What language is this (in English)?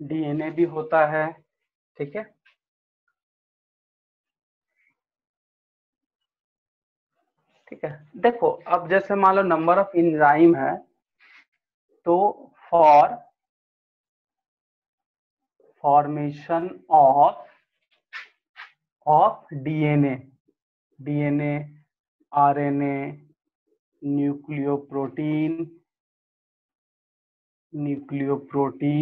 Hindi